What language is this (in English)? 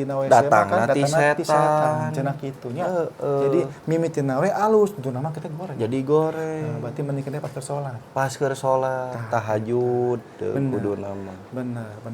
Sundanese